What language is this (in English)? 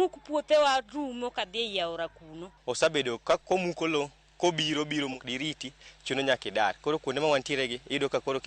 Luo (Kenya and Tanzania)